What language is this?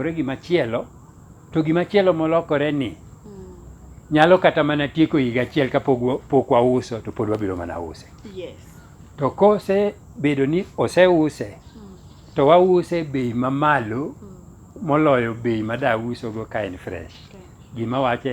Luo (Kenya and Tanzania)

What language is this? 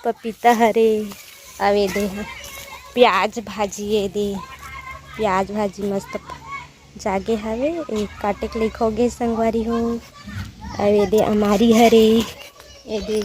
Chhattisgarhi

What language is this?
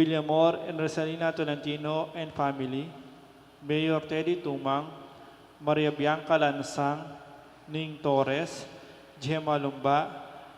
Pampanga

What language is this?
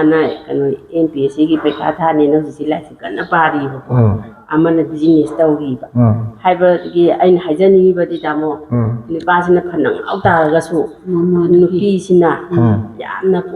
Manipuri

